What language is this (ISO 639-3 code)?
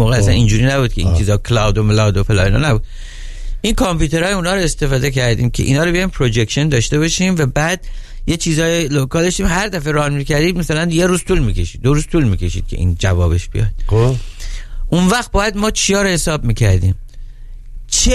fas